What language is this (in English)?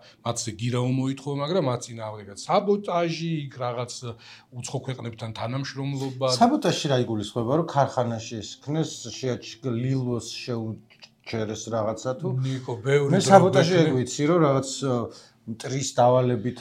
Georgian